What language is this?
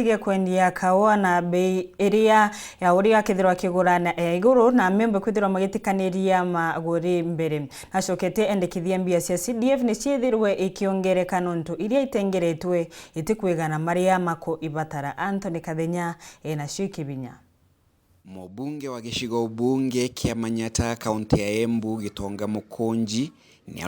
Meru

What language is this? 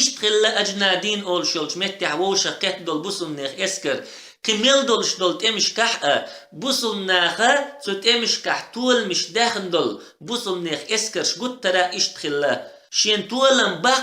Chechen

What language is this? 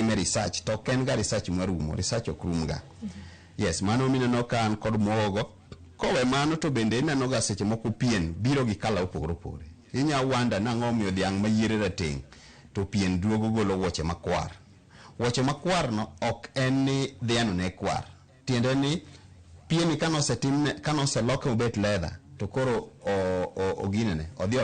Luo (Kenya and Tanzania)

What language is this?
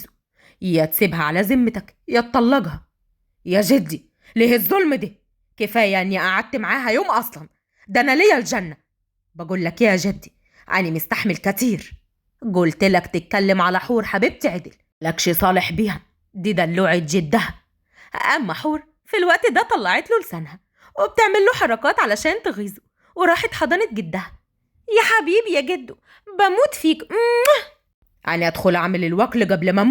Egyptian Arabic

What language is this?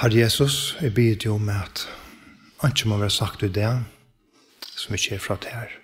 Faroese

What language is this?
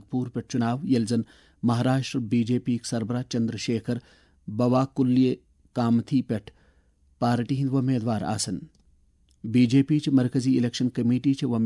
Kashmiri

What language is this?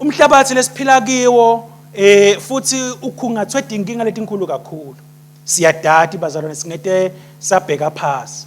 Swati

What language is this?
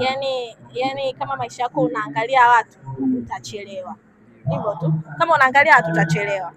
Swahili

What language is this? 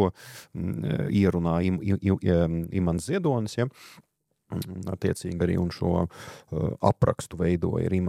Latvian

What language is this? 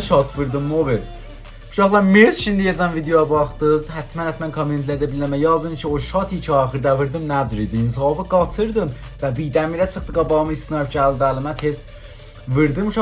South Azerbaijani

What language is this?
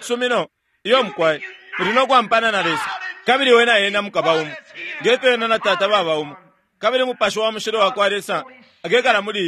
Bemba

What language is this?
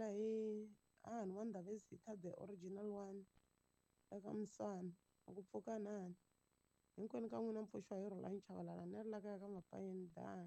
Tsonga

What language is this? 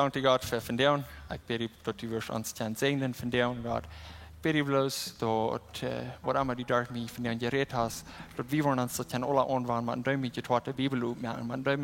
Plautdietsch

